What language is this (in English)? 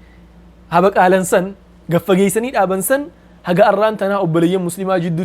Oromo